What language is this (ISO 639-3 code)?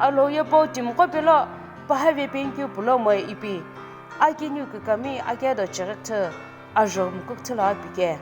nsm